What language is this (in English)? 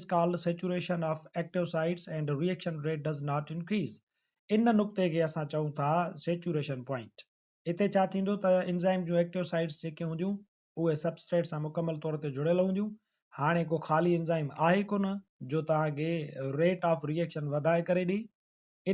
Sindhi